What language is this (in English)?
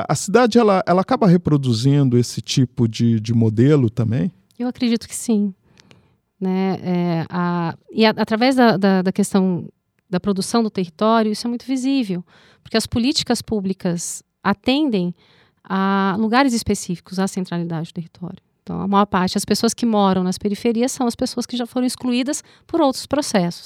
Portuguese